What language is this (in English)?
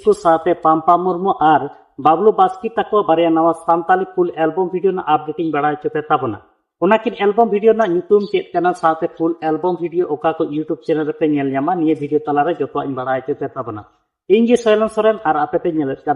Santali